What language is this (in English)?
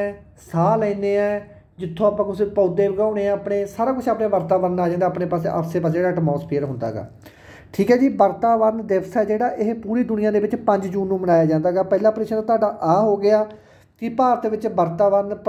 Punjabi